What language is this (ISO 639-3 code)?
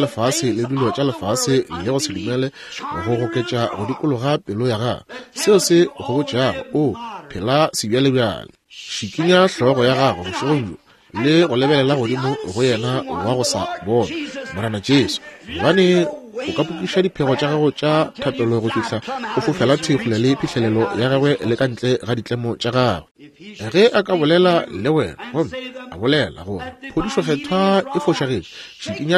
nso